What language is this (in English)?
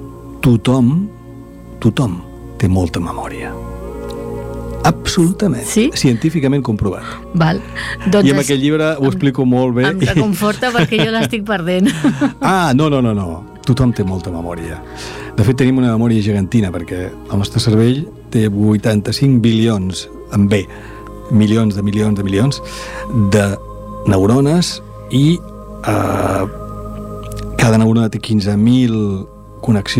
Catalan